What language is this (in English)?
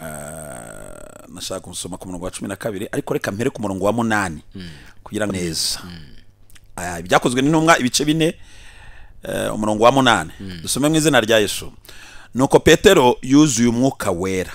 Kinyarwanda